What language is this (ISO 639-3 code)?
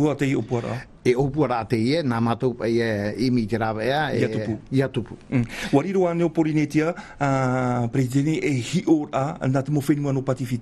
tah